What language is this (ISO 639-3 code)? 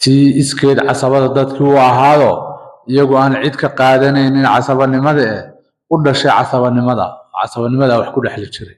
som